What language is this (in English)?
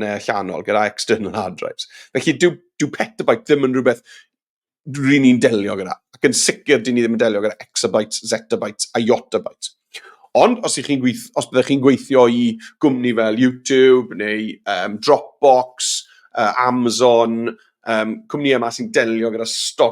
Welsh